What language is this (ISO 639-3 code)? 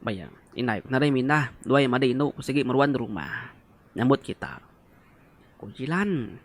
iba